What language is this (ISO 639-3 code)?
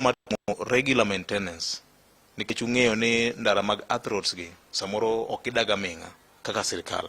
luo